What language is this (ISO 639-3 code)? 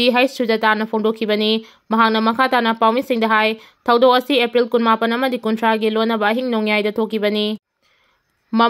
mni